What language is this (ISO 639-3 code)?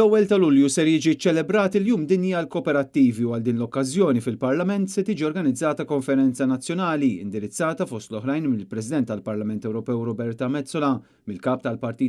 mlt